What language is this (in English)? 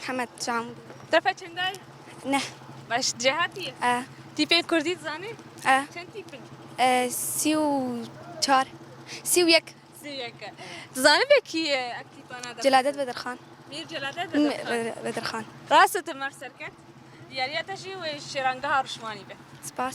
Kurdish